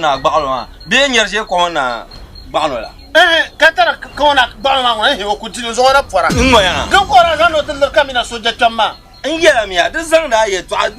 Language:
Dagbani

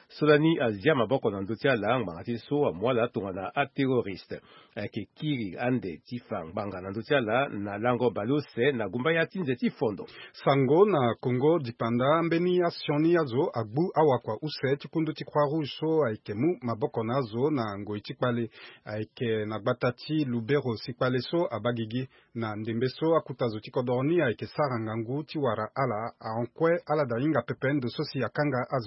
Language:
Sango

